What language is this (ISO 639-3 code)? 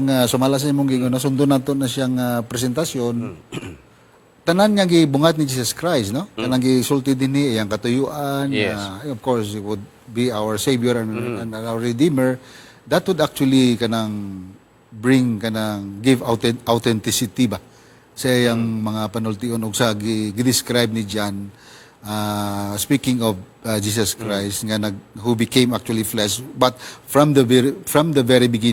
ceb